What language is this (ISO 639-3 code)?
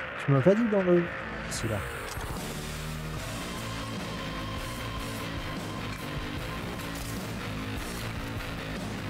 fra